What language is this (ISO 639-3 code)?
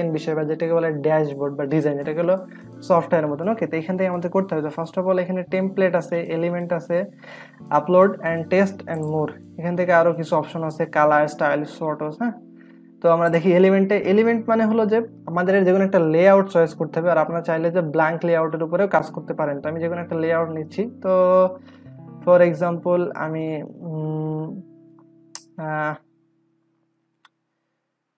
ben